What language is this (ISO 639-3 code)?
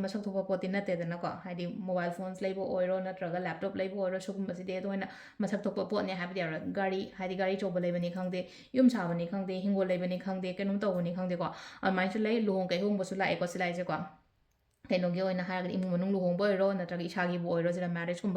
mni